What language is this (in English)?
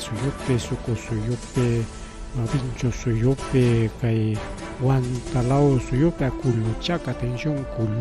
Ayacucho Quechua